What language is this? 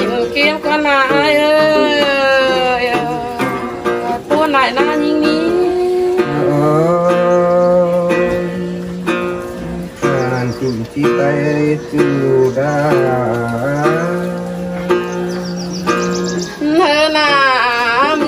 Thai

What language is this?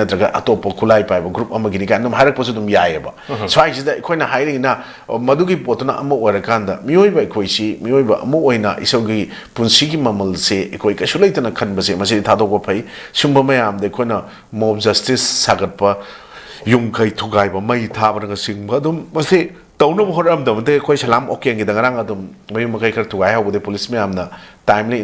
Manipuri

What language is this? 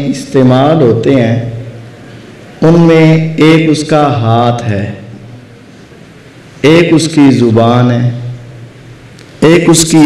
Urdu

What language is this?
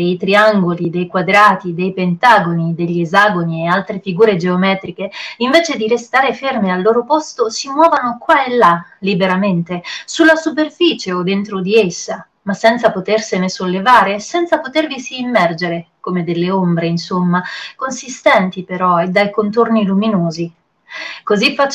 Italian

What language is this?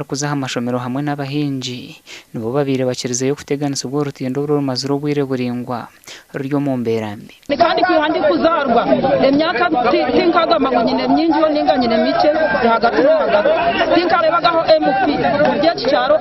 Nyankole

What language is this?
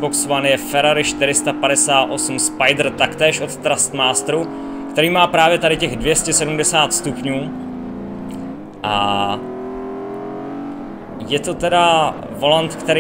Czech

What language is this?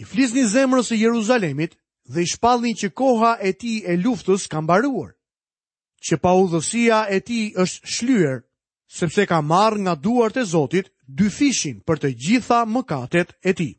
Albanian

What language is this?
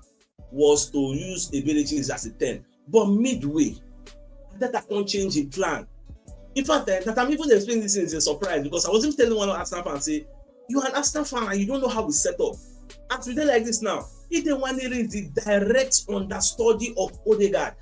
Nigerian Pidgin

